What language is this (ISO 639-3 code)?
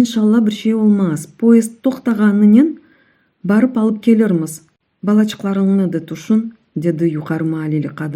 crh